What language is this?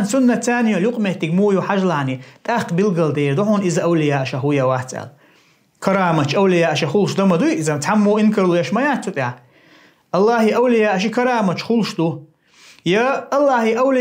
Chechen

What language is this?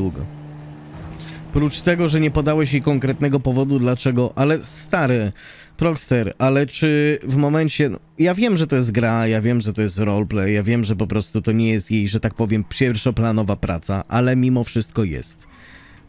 Polish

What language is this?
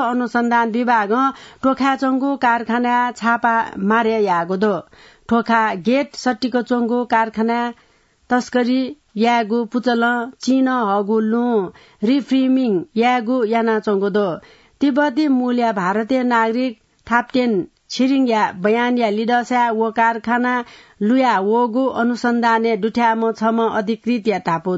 Newari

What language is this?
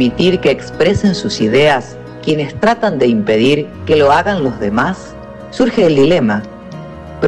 Spanish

